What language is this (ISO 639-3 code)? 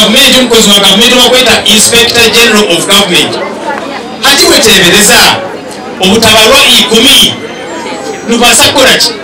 nyn